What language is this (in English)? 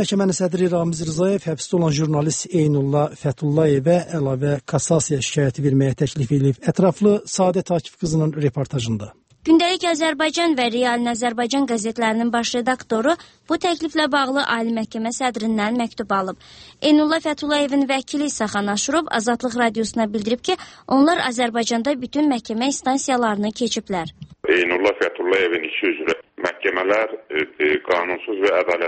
Azerbaijani